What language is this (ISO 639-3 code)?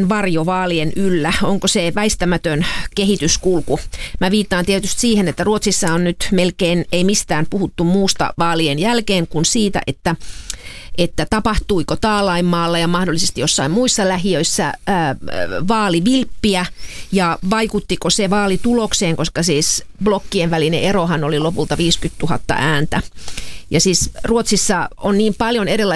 fin